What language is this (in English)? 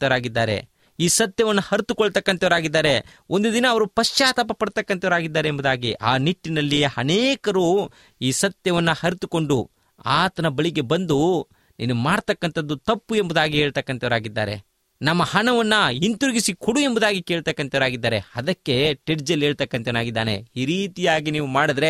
Kannada